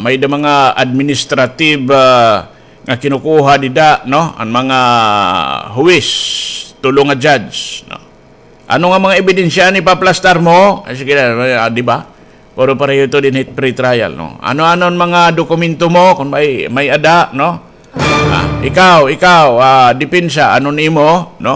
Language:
Waray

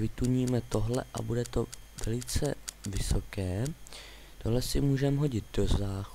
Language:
Czech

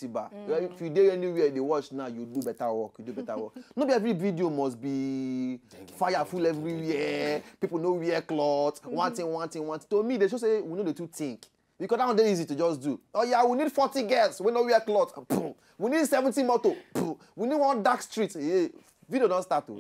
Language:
Nigerian Pidgin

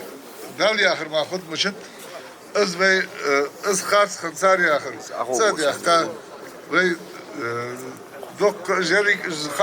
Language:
Ingush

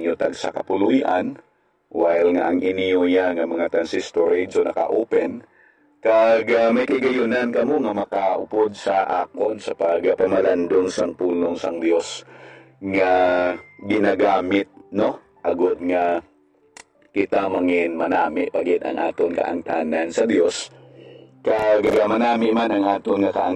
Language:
Hiligaynon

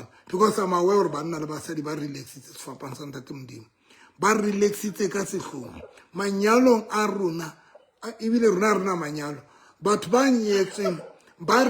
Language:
Southern Sotho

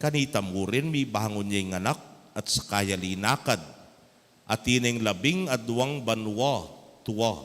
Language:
Pampanga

